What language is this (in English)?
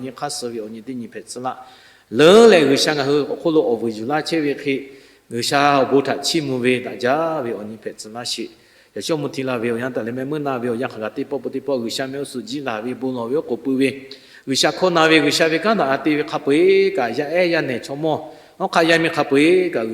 Lahu